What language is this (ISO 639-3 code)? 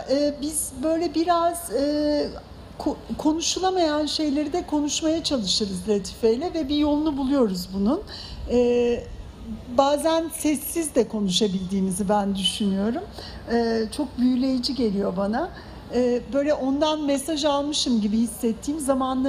tur